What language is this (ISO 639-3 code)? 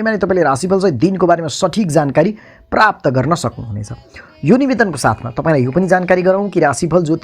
nep